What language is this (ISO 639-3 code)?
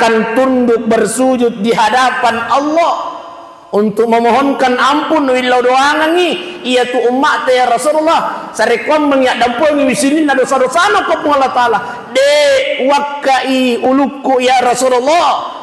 bug